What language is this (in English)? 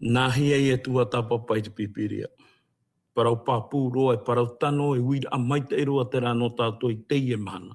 Tahitian